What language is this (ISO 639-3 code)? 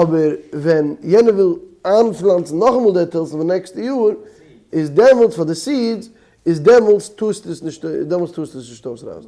yid